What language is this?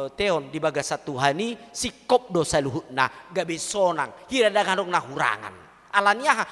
Batak Toba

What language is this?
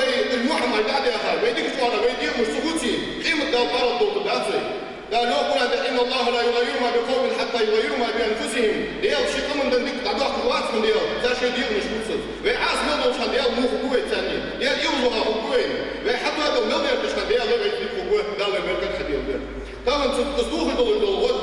Ingush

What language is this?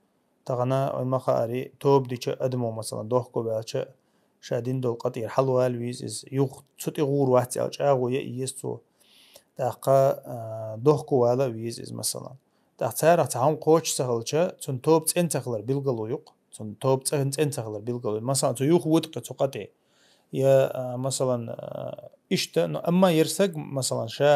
Chechen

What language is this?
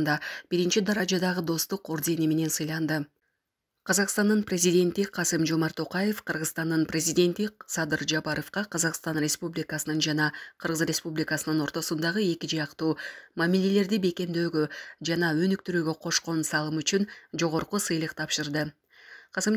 Kyrgyz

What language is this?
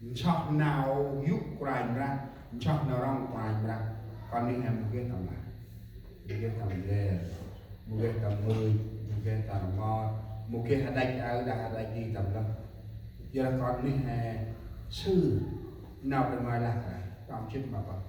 Central Mnong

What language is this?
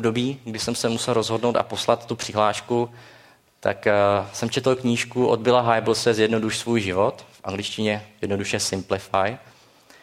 Czech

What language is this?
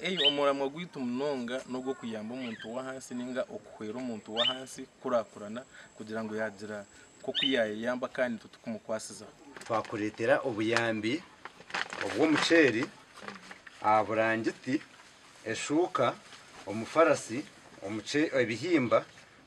Nyankole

